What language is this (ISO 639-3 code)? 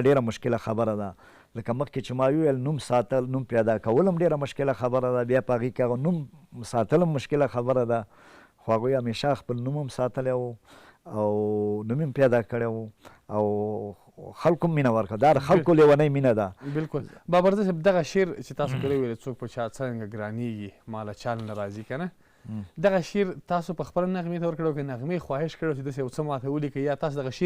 pus